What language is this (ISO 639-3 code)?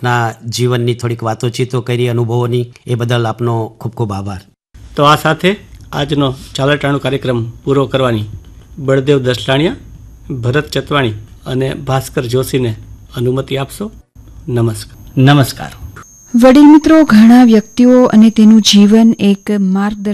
guj